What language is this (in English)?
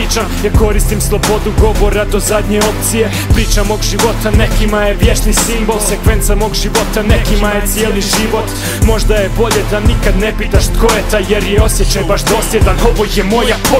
Croatian